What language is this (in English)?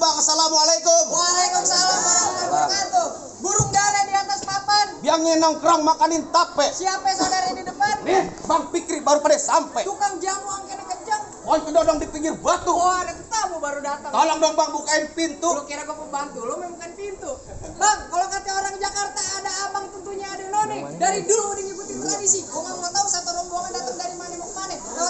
Betawi